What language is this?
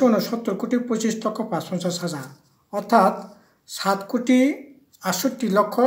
Kok Borok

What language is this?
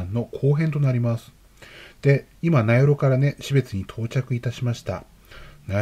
Japanese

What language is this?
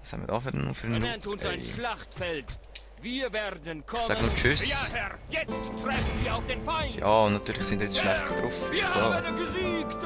Swiss German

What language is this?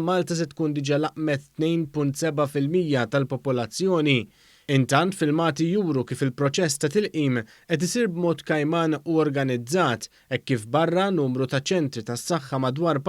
Maltese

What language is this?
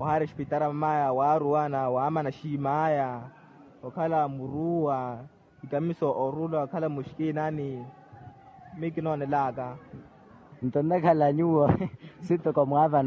Makhuwa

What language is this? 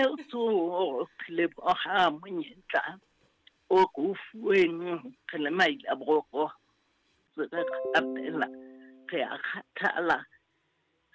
Southern Sotho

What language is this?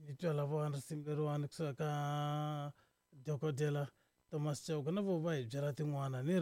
Tsonga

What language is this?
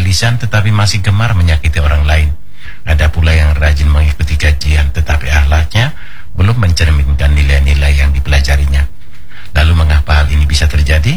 Indonesian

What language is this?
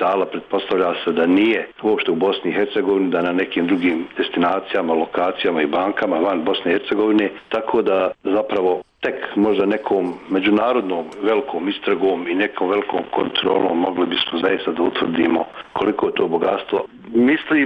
Serbian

